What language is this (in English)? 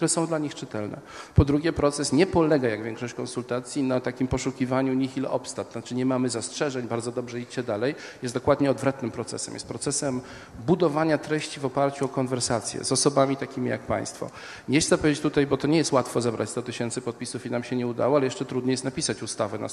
Polish